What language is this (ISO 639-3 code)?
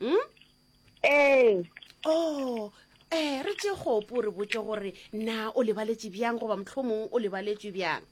nso